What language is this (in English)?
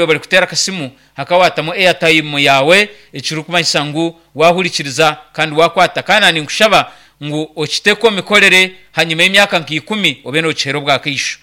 Nyankole